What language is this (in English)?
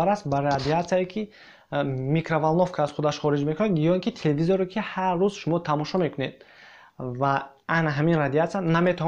Tajik